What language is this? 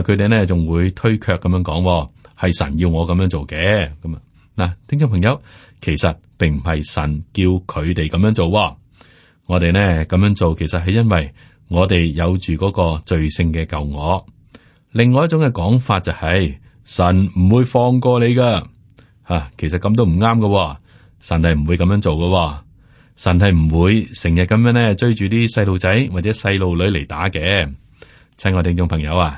Cantonese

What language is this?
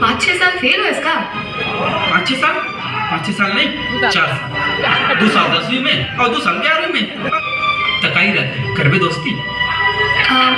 Chhattisgarhi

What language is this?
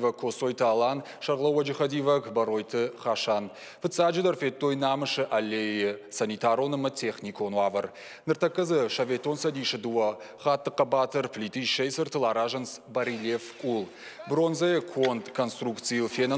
Ossetic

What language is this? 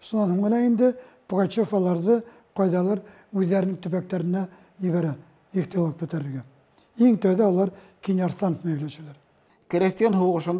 Bashkir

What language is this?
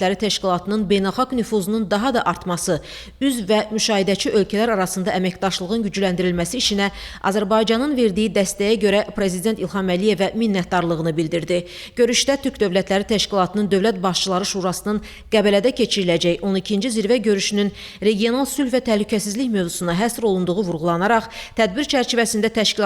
Azerbaijani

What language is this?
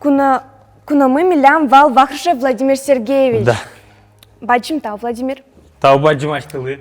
Udmurt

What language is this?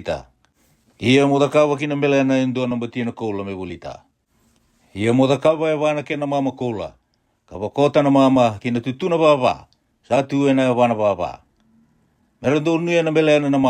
Fijian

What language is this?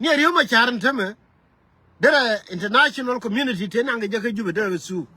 Nuer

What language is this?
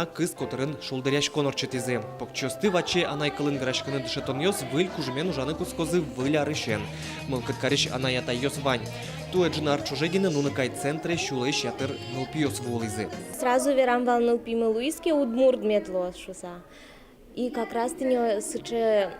Udmurt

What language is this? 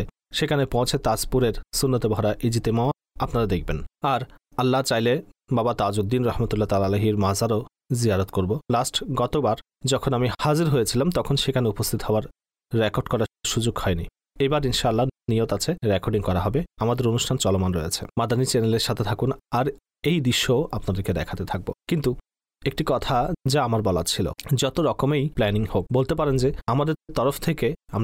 Bangla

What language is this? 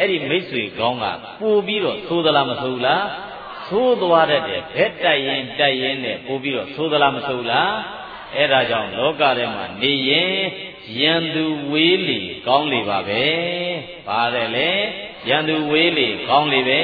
Burmese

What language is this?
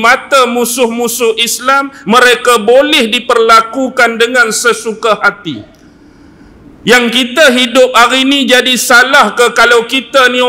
Malay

